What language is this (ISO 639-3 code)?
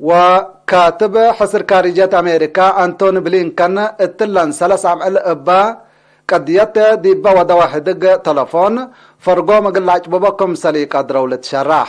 tig